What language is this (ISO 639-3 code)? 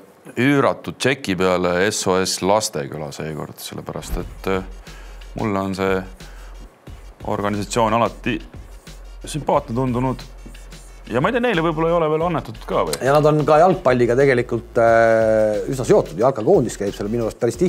est